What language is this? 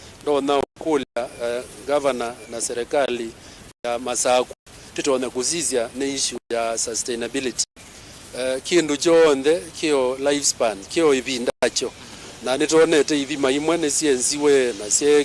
Kamba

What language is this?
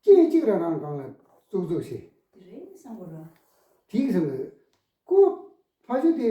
Tibetan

